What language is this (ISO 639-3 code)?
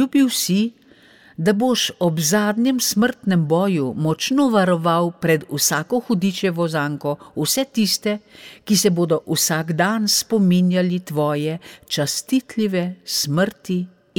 slv